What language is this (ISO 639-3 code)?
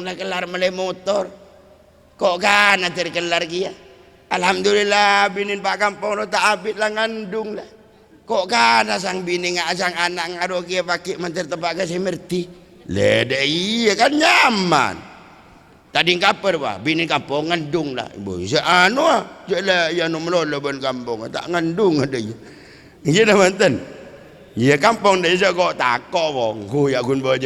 mad